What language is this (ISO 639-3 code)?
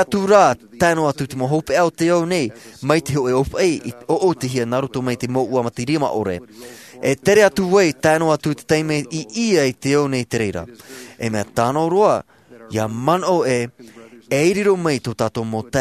tah